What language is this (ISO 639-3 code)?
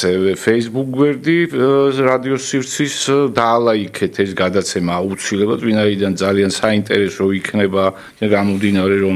kat